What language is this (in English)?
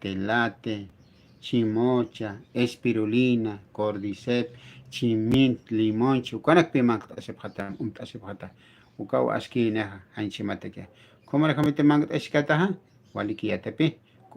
Aymara